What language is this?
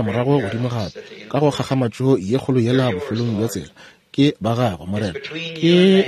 Northern Sotho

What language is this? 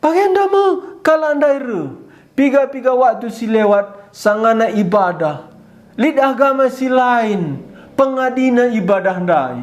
Batak Karo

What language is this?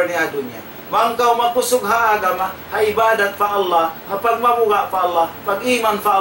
Tausug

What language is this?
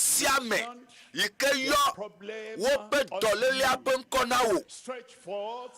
Ewe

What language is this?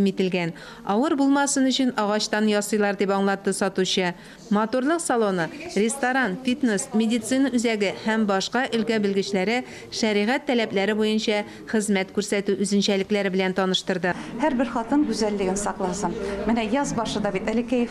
Tatar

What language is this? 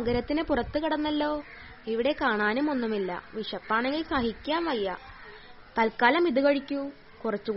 Malayalam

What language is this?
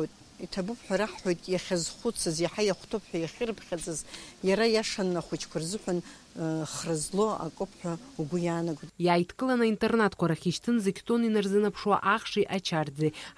Abkhazian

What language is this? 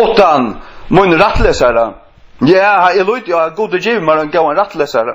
Faroese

